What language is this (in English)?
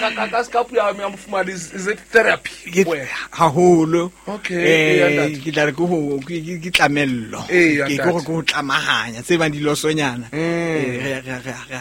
Southern Sotho